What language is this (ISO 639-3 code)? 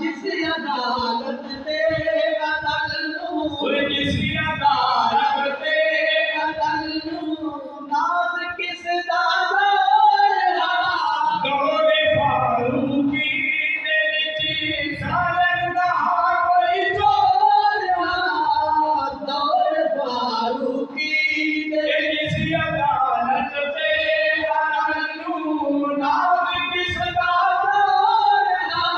skr